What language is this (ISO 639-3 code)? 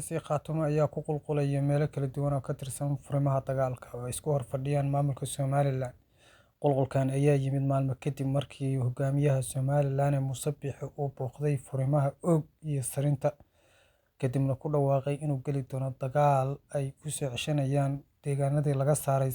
som